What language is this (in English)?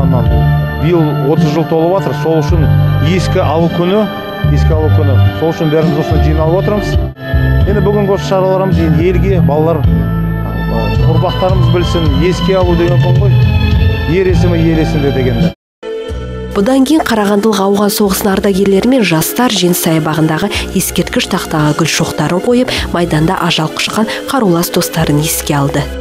Kazakh